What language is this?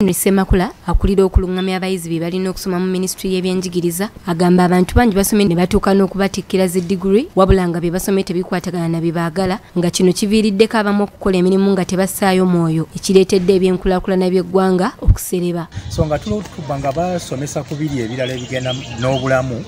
Ganda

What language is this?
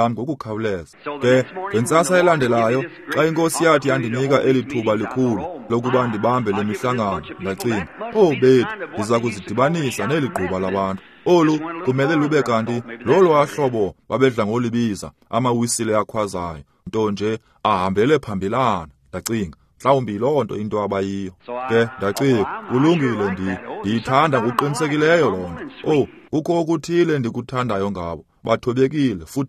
Xhosa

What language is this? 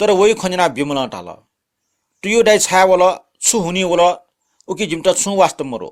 Newari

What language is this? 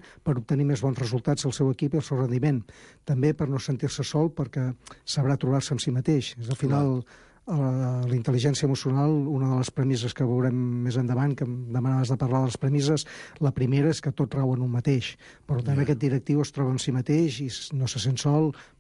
Catalan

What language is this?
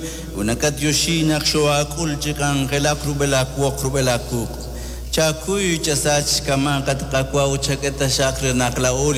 Kekchí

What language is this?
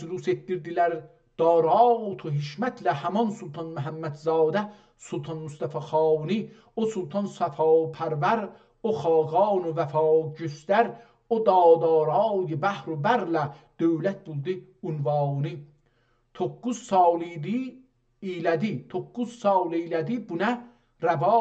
South Azerbaijani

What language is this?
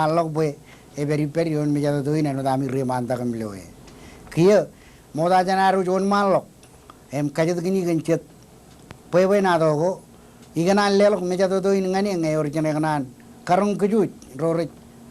Marshallese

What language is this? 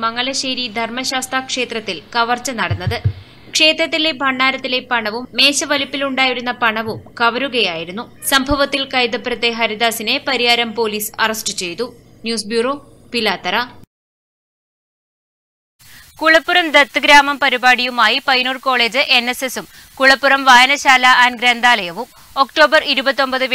Malayalam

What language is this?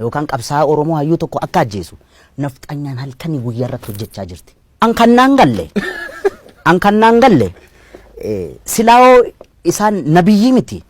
Oromo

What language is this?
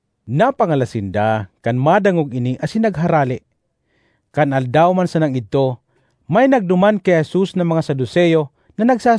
Bikol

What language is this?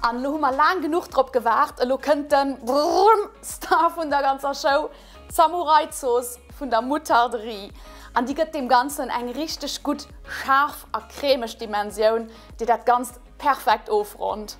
Luxembourgish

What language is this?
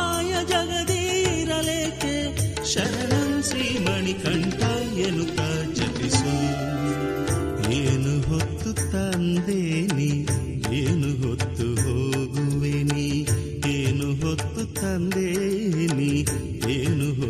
Kannada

